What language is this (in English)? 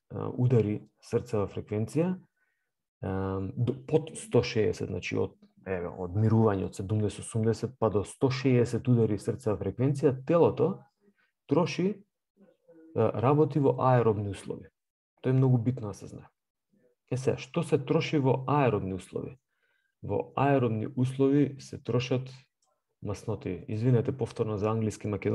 Macedonian